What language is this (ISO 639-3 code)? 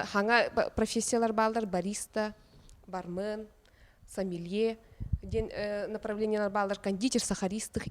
sah